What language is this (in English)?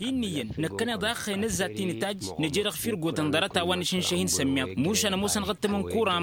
Tamasheq